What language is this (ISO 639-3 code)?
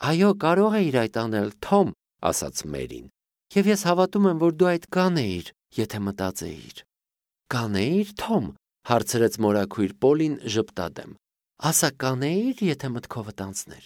hye